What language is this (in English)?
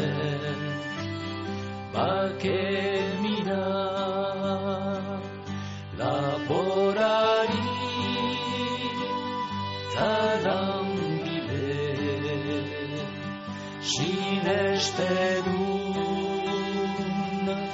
Basque